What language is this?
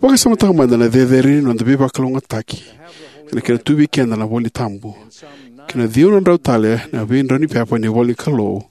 Fijian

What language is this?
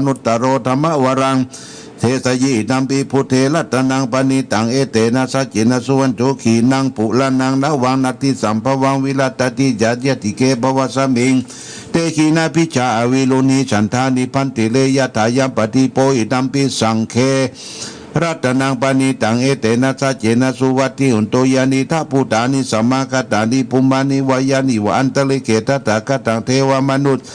Pali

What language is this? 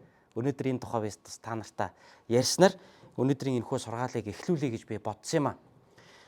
Mongolian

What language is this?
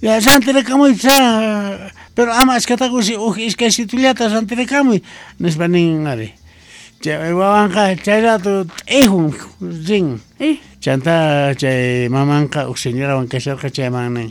Quechua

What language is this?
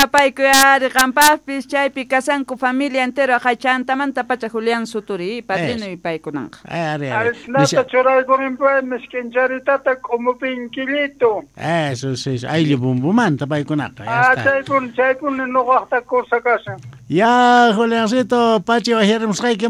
South Bolivian Quechua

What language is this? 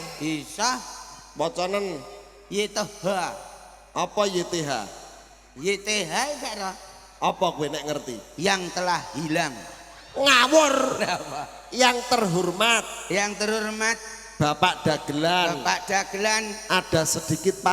Javanese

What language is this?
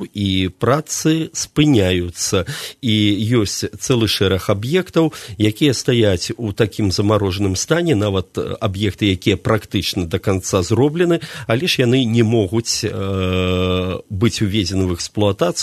Belarusian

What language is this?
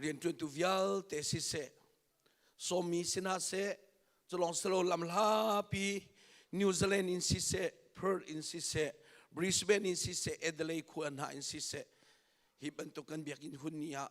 Hakha Chin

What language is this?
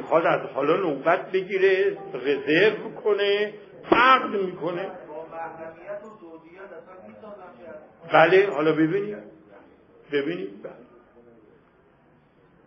Persian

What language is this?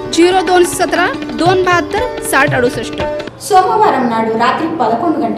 Telugu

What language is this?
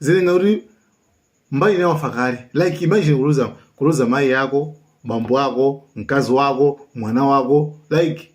Nyanja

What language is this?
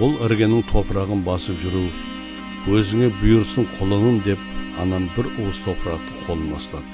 Kara-Kalpak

